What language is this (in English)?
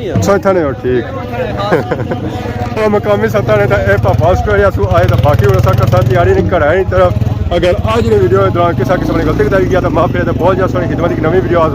Pahari-Potwari